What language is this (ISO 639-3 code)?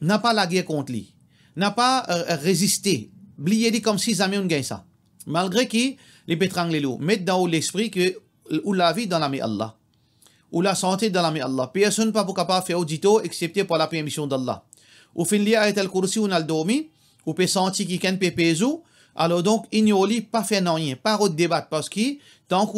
mfe